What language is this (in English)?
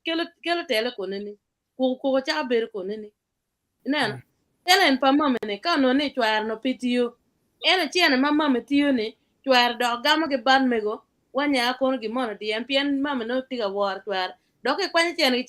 Acoli